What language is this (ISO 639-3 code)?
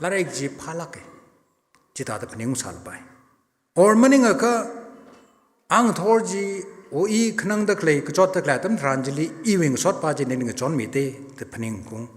nmf